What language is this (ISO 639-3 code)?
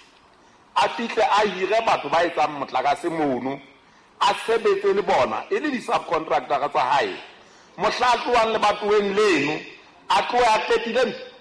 sot